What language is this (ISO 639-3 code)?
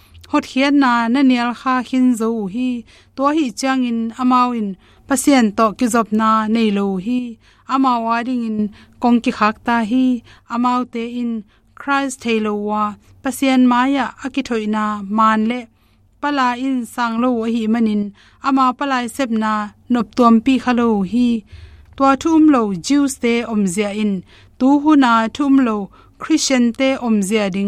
ctd